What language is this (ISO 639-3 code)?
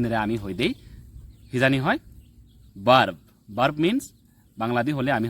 ccp